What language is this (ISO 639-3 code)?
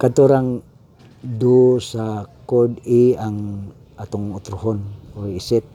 ceb